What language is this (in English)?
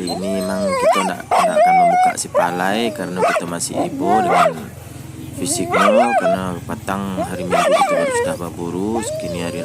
Minangkabau